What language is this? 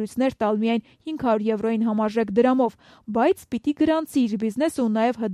Armenian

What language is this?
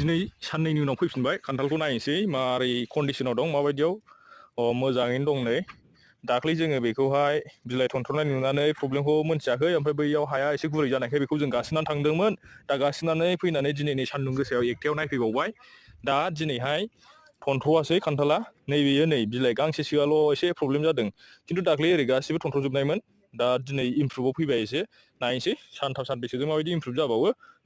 Bodo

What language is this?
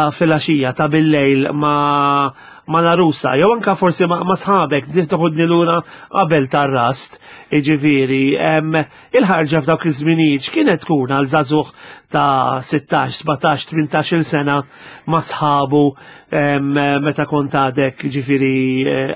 Maltese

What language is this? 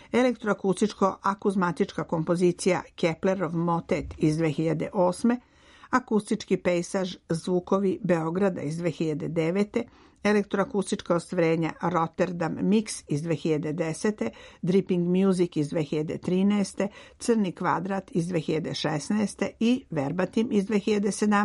Serbian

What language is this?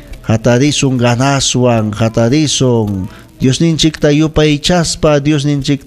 Ayacucho Quechua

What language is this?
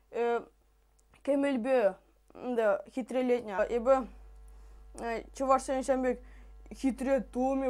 Chuvash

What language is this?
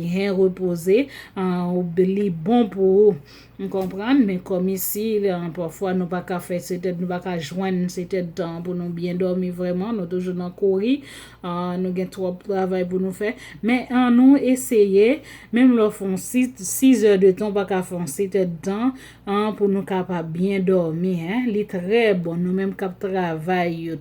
Haitian Creole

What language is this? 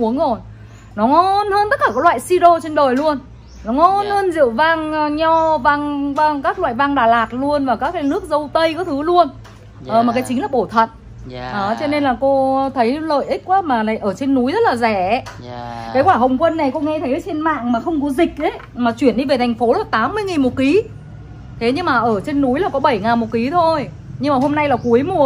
Vietnamese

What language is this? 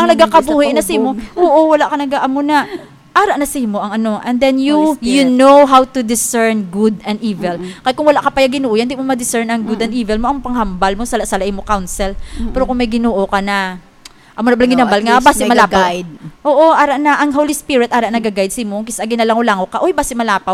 Hiligaynon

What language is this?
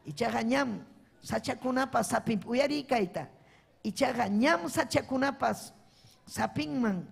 Ayacucho Quechua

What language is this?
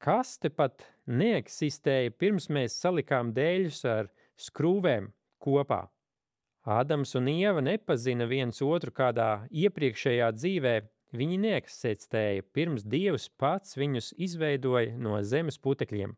Latvian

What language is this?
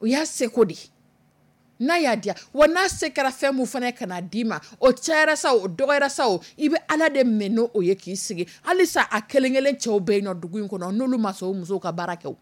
Dyula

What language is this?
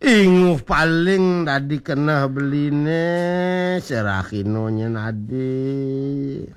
Balinese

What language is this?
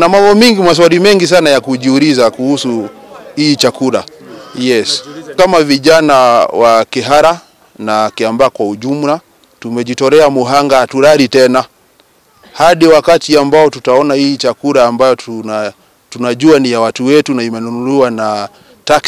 Swahili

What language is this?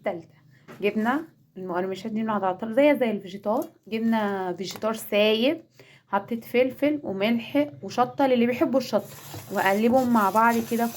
Egyptian Arabic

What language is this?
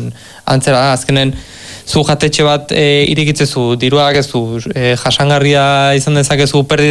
Basque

